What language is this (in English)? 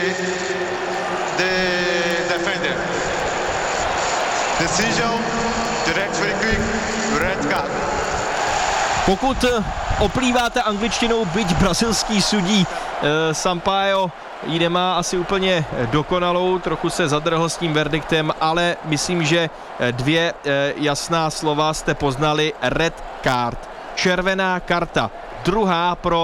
Czech